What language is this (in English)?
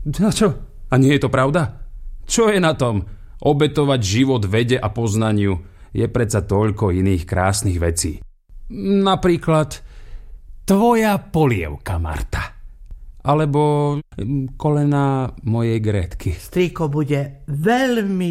Slovak